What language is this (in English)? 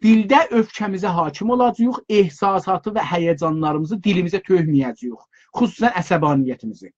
South Azerbaijani